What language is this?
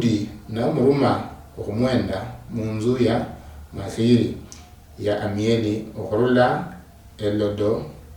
Luyia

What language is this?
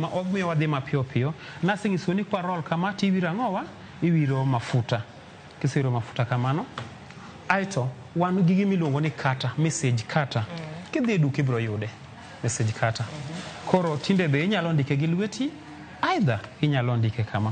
Luo (Kenya and Tanzania)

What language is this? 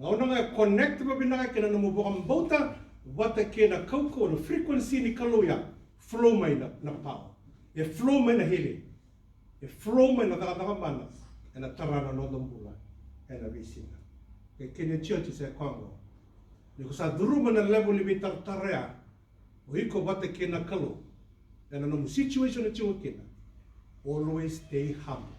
Fijian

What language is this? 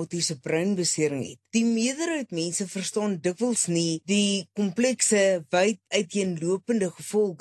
Afrikaans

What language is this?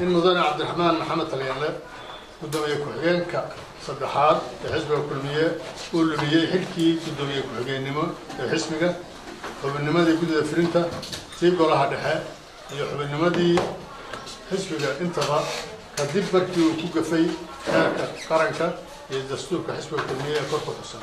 Somali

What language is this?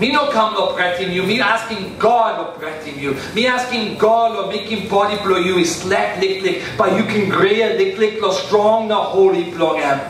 Tok Pisin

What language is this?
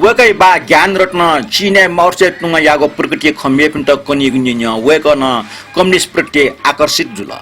Newari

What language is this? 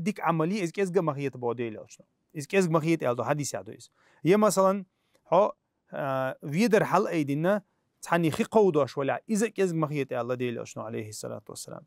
Chechen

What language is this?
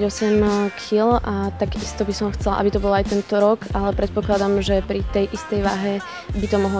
Slovak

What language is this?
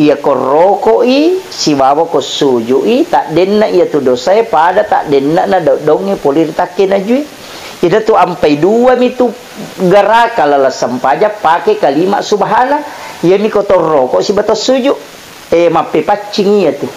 Buginese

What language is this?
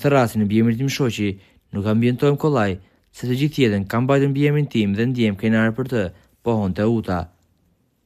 Albanian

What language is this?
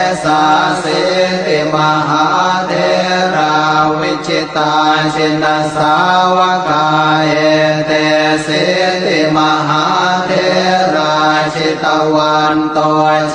Pali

